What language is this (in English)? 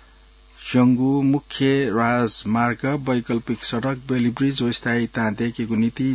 Newari